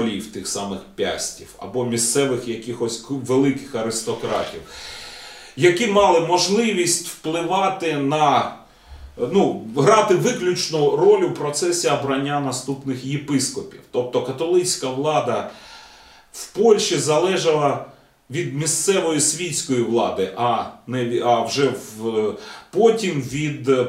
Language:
Ukrainian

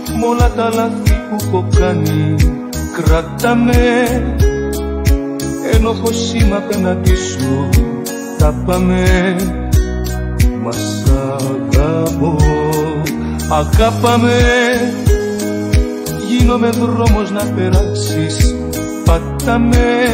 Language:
Greek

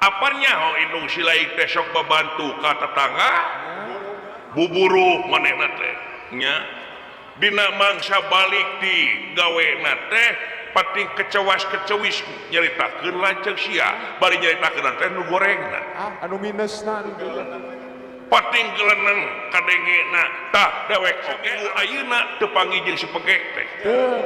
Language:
Sundanese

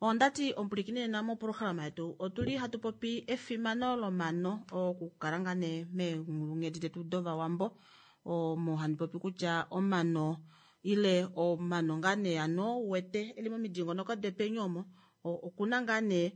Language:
Kuanyama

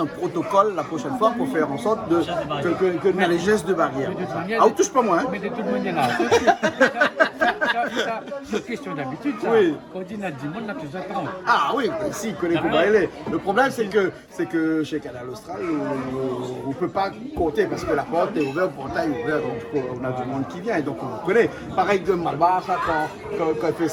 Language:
Réunion Creole French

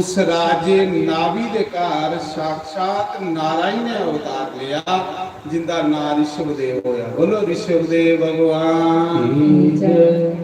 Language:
Dogri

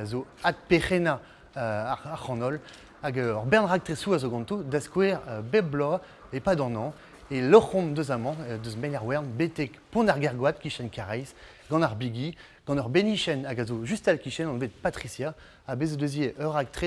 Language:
Breton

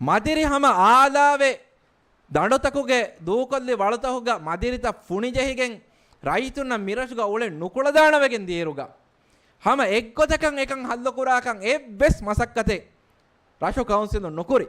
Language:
Divehi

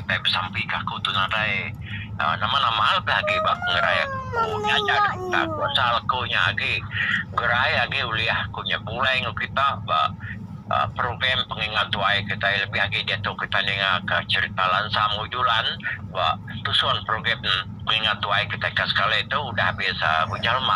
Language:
Iban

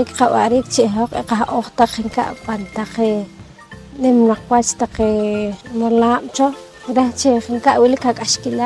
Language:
Poqomchi'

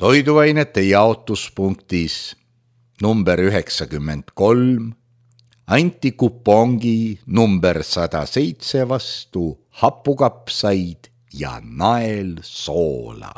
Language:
Estonian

